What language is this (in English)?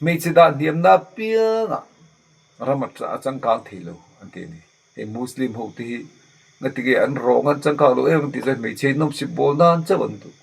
Mizo